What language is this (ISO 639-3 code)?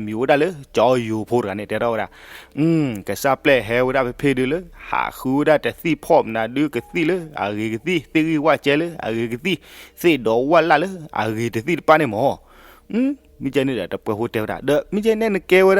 ksw